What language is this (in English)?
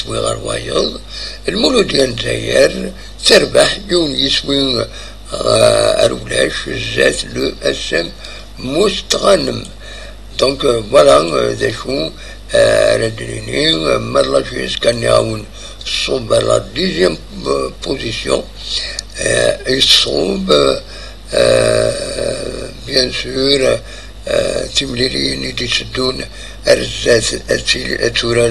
Kabyle